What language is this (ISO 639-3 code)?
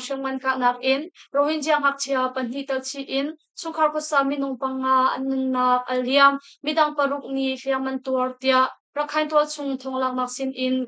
cnh